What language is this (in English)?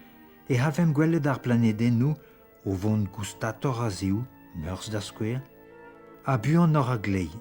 Breton